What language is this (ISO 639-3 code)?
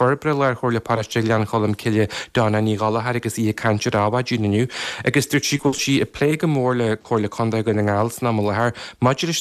gle